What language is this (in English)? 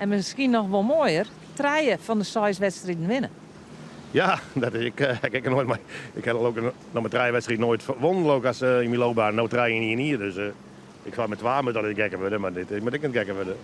Western Frisian